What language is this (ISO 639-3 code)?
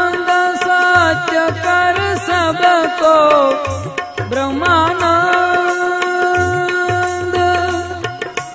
hin